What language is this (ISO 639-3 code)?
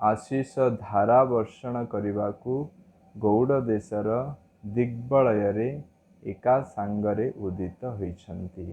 ori